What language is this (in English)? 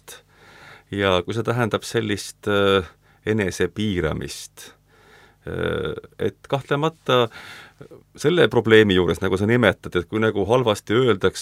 Estonian